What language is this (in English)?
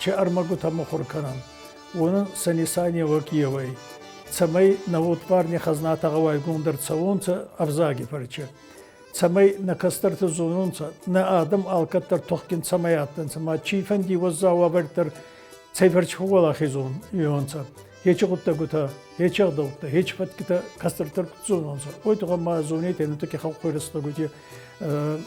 Ossetic